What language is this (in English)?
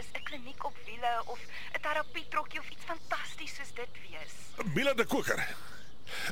Afrikaans